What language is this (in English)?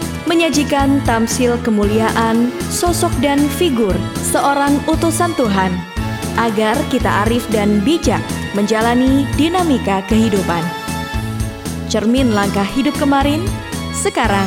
Indonesian